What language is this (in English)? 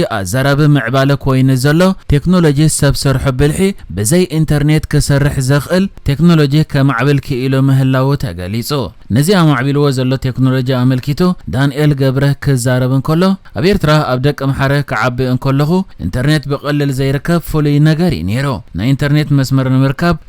Tigrinya